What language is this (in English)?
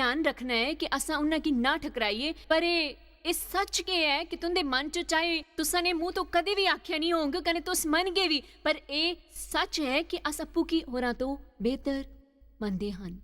Dogri